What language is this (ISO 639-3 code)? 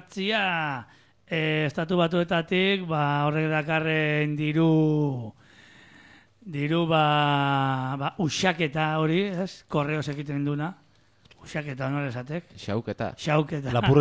eus